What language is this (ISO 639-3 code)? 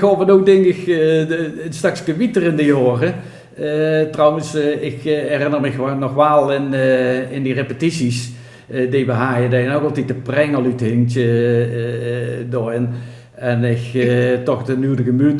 lim